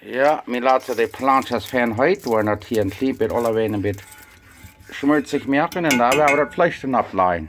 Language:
Plautdietsch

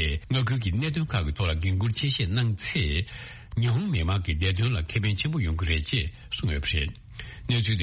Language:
Tibetan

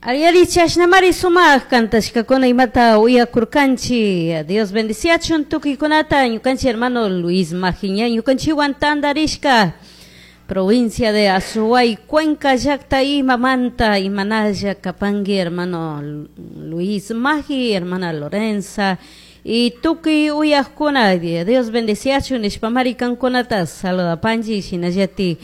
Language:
Chimborazo Highland Quichua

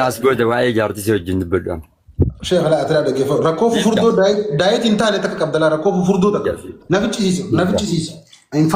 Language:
Oromo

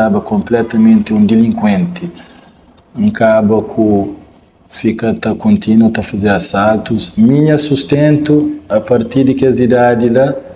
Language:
Kabuverdianu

